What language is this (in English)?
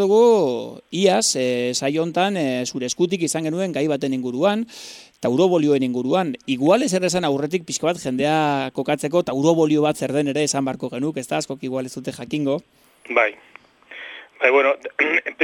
Basque